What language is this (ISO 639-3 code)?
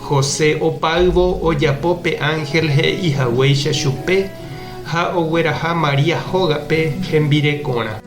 grn